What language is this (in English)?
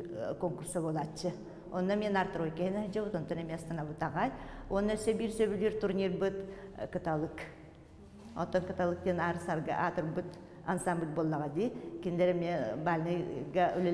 Yakut